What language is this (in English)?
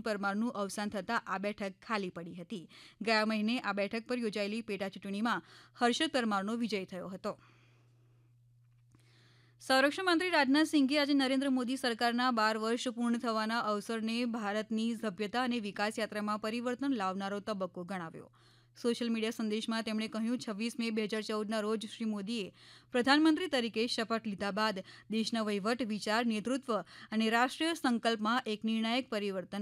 Gujarati